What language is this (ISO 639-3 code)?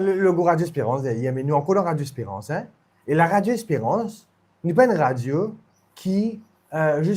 mfe